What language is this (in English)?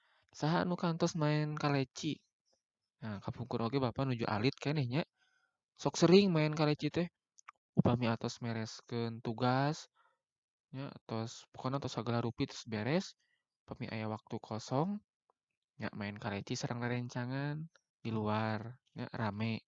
Sundanese